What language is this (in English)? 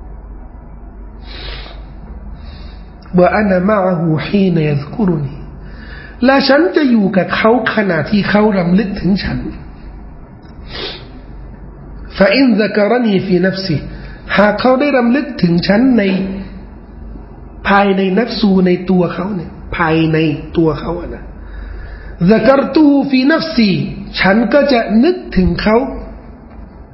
Thai